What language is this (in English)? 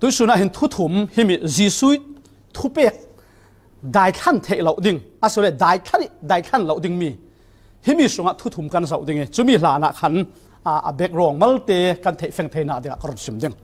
Falam Chin